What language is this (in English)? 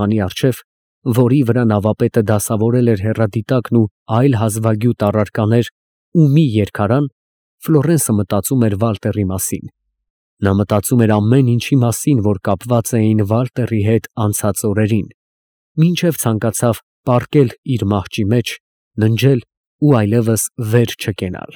Armenian